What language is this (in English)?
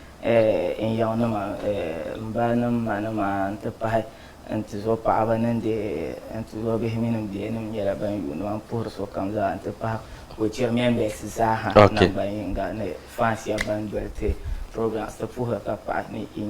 Dagbani